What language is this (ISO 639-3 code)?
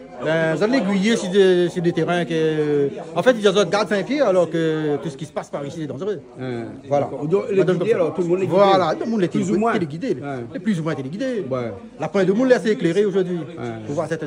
rcf